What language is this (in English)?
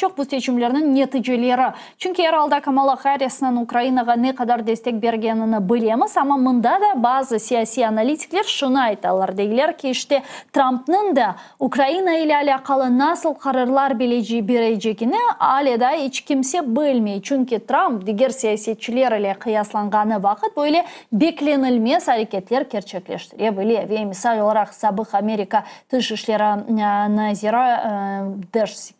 Crimean Tatar